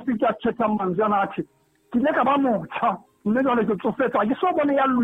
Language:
Southern Sotho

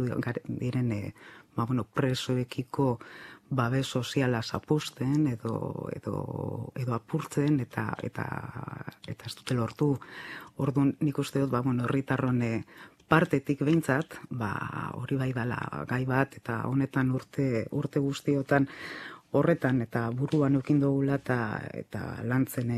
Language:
Basque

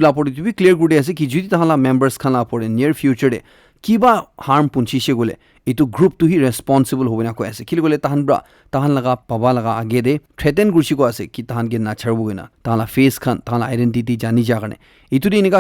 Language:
Naga Pidgin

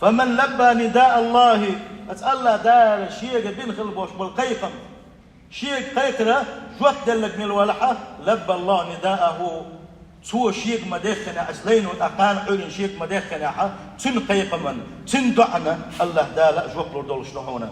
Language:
Chechen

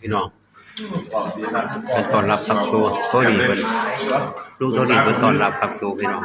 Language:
Lao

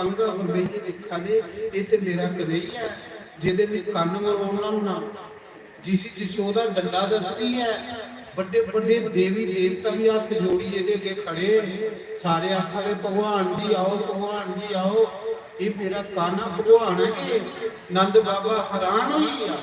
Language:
Dogri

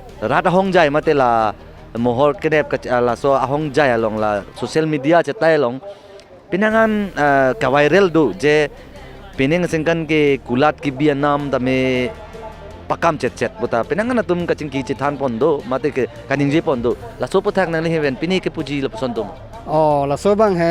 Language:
Karbi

